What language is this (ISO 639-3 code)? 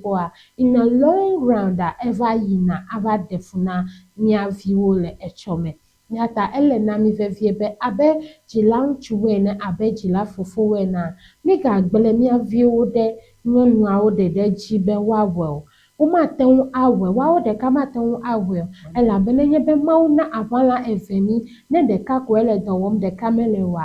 ewe